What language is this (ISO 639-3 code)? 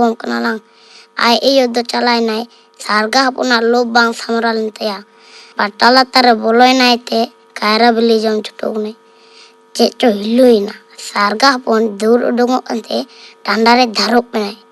sat